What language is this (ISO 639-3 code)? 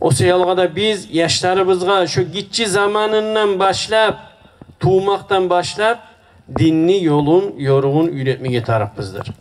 kum